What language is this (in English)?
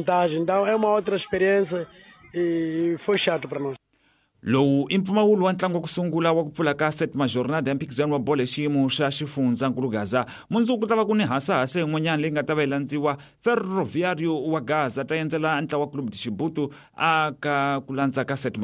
Tsonga